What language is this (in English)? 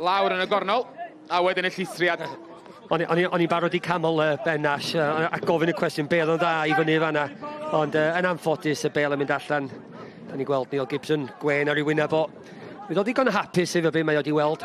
Welsh